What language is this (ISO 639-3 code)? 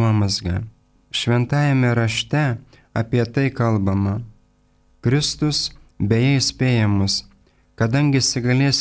lit